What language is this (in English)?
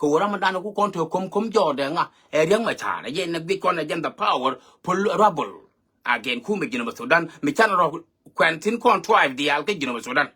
Nuer